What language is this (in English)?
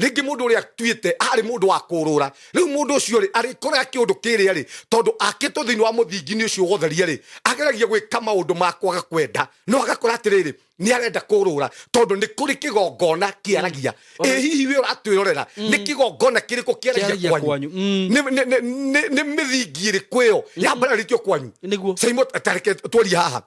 Kikuyu